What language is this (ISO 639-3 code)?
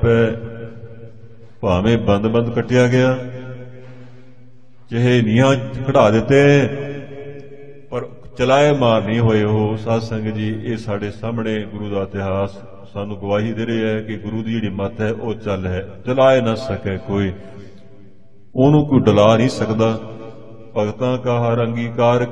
pan